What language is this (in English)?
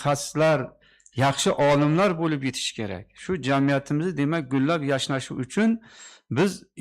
Uzbek